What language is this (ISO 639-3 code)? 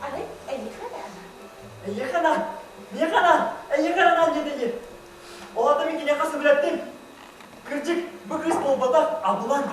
sah